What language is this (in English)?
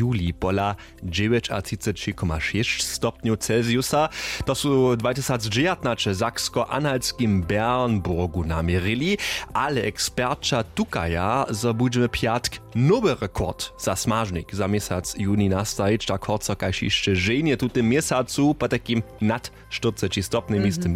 Upper Sorbian